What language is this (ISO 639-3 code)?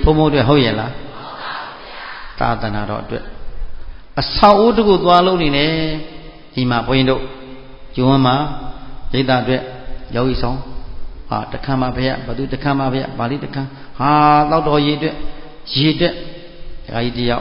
mya